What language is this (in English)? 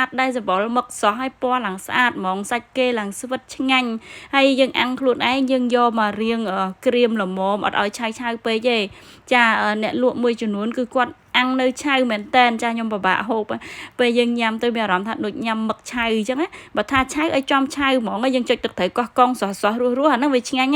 Khmer